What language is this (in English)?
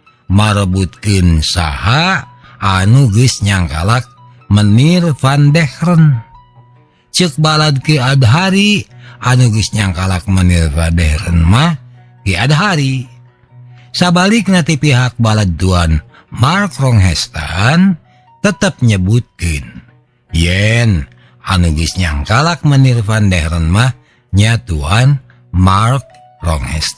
Sundanese